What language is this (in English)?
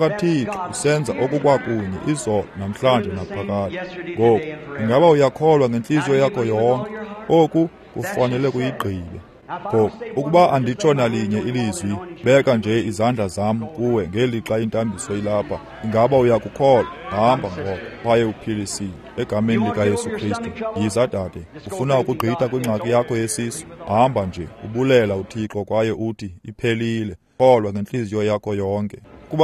Xhosa